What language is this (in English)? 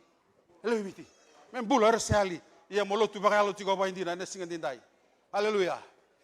Fijian